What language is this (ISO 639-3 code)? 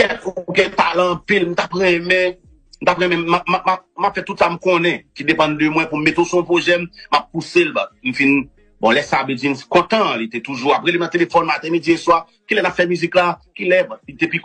hat